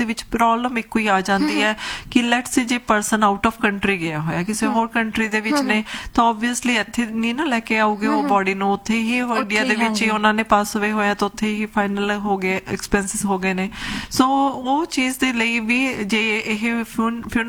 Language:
Punjabi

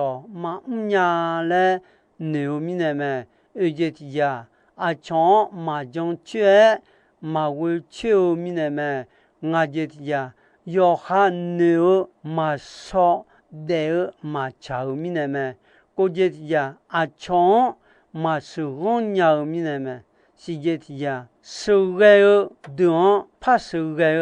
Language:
Akha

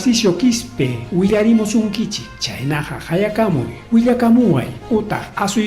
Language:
Ayacucho Quechua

